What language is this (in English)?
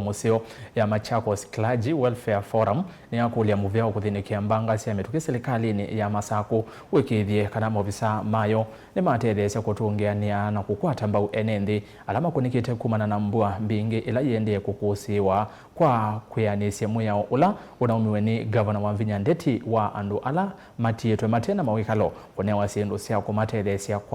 Kamba